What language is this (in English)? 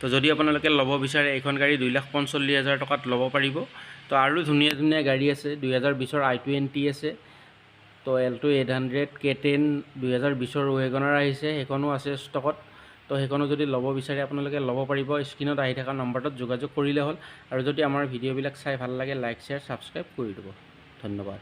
Assamese